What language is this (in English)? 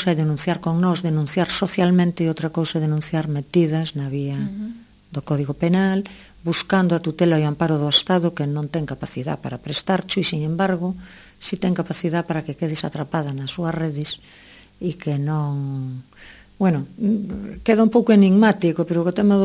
Galician